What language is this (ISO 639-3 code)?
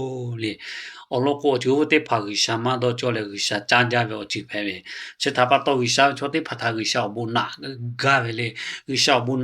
lhu